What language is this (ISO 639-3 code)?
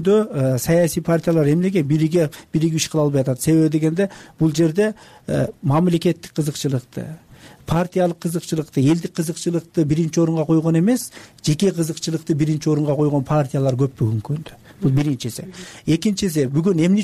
kir